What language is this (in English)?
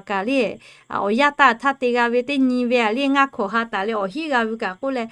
Lahu